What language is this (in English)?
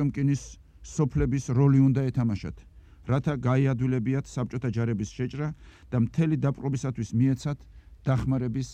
Georgian